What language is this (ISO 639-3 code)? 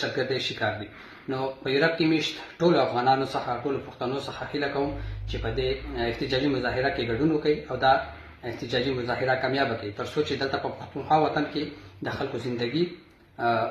pus